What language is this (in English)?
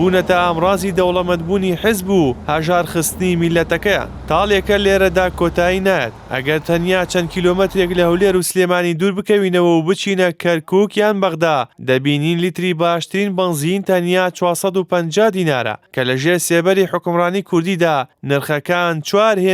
Central Kurdish